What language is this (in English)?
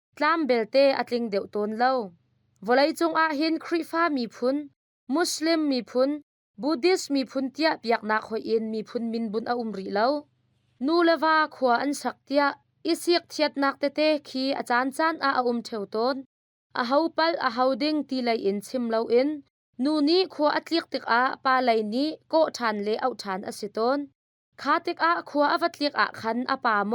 Hakha Chin